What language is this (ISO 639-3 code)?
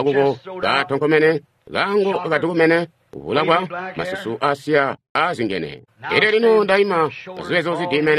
toi